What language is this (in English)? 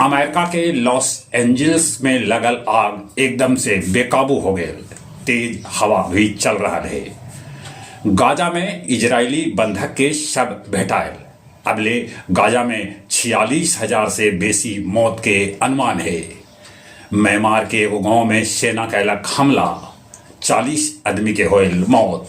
Magahi